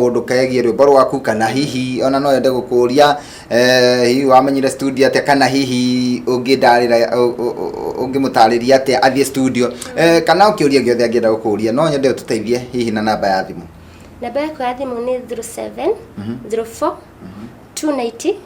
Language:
Kikuyu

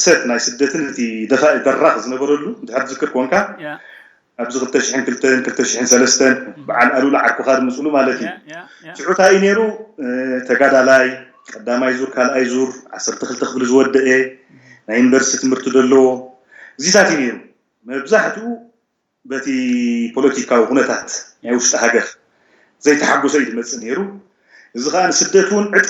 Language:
Tigrinya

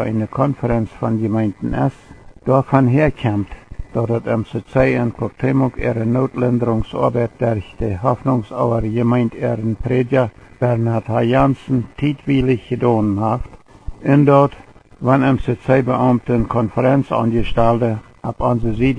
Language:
Plautdietsch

